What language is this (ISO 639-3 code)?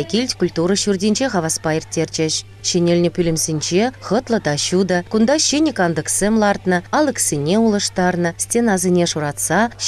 chv